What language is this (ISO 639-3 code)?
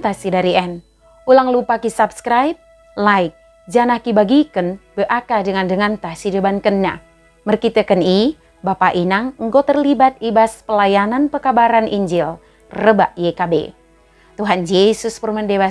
btd